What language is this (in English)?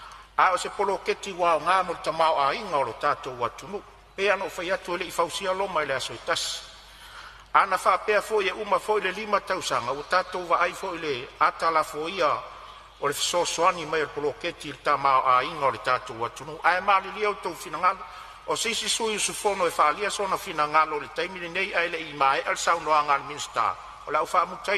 Samoan